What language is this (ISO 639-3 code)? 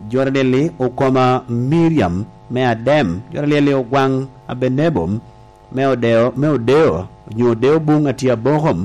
laj